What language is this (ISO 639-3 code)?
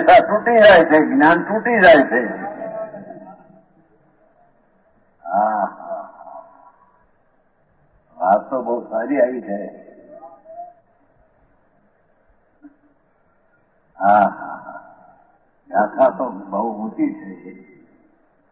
guj